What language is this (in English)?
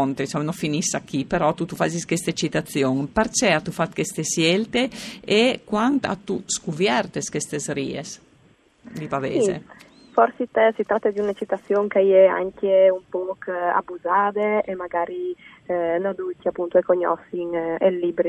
Friulian